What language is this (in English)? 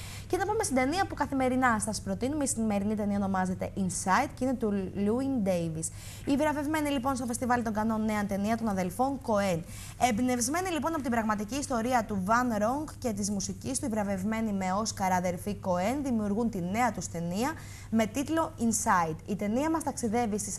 Greek